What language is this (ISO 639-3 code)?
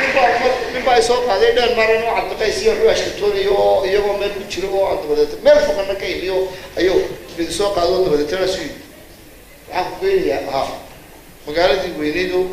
som